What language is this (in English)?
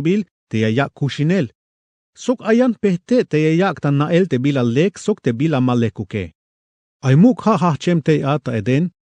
Tzeltal